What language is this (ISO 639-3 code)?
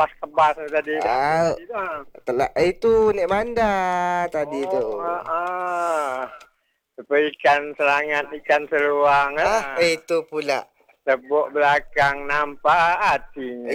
msa